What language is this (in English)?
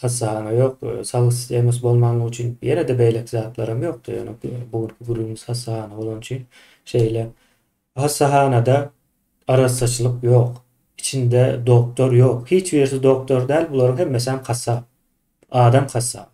Turkmen